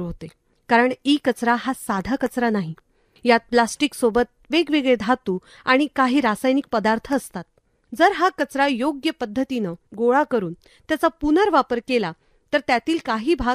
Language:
Marathi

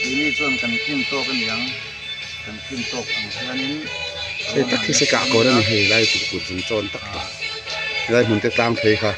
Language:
Mizo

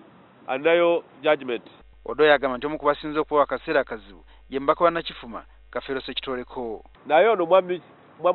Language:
Ganda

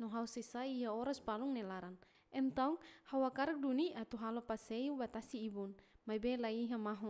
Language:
Tetum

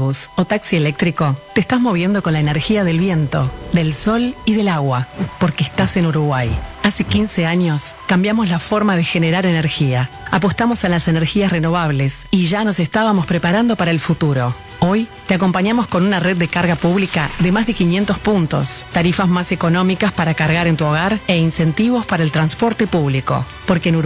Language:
Spanish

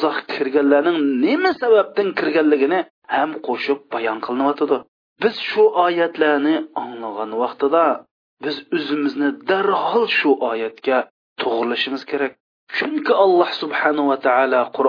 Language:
Uyghur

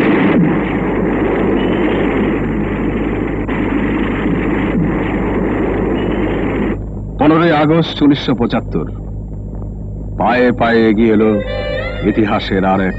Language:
Bangla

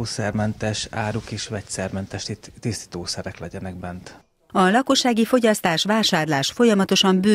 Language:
Hungarian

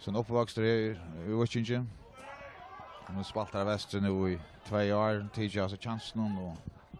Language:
Faroese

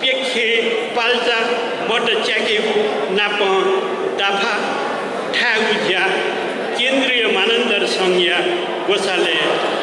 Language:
Newari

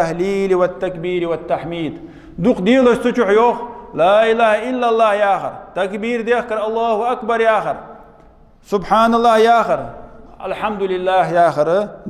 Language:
Ingush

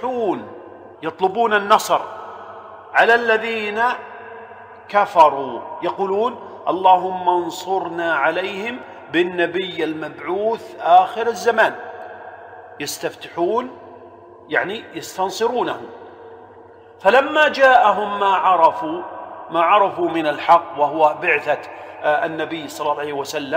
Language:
Arabic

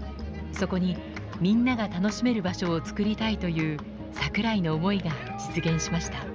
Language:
Japanese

